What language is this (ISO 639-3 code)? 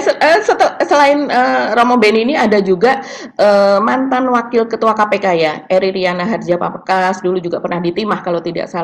ind